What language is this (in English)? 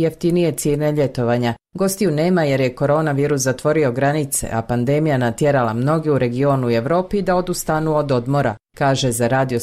Bosnian